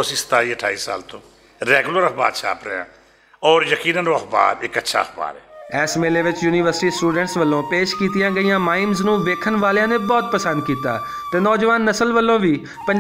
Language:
Western Panjabi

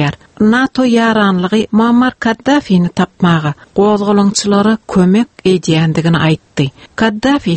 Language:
Turkmen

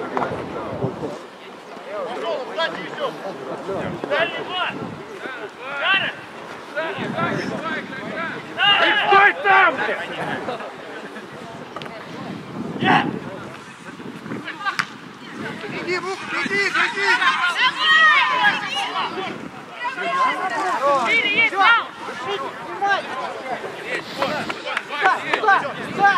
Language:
Russian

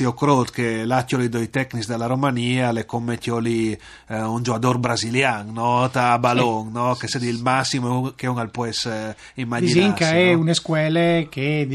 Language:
Friulian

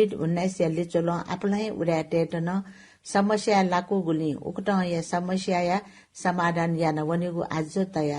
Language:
Newari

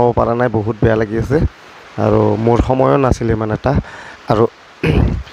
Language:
Assamese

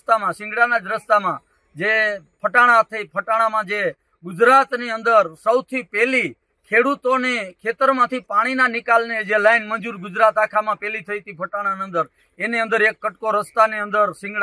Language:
Gujarati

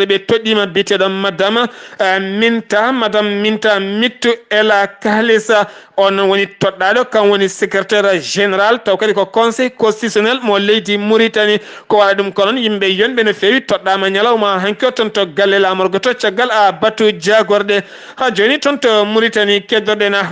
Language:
Fula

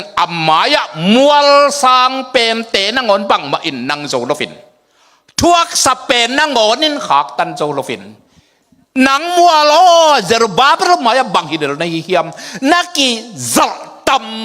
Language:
Tedim Chin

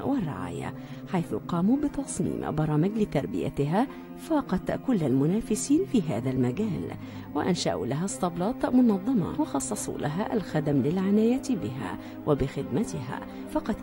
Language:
Egyptian Arabic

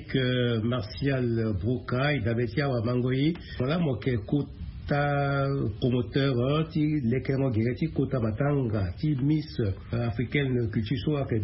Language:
Sango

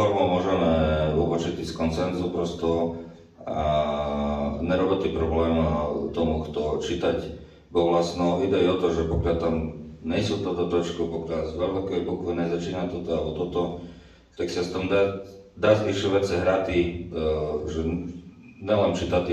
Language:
Rusyn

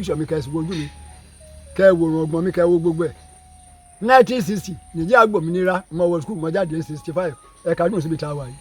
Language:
Yoruba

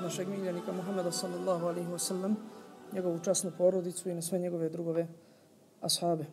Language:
Bosnian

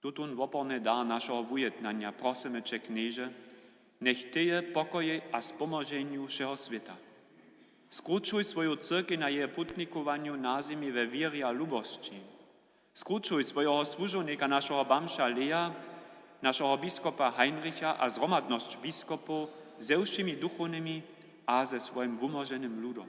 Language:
Upper Sorbian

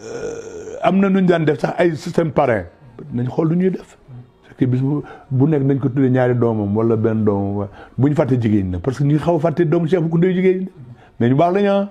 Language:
Wolof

